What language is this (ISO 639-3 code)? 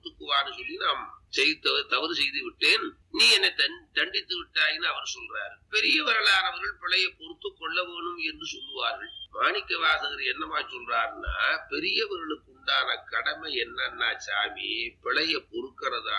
tam